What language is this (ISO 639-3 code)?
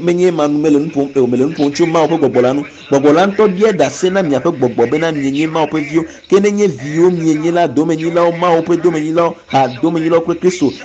ewe